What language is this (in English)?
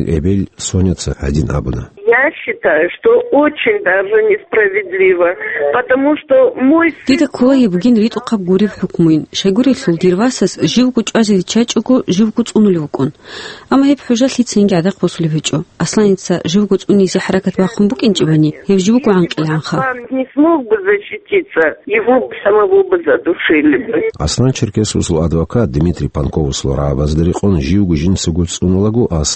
Avaric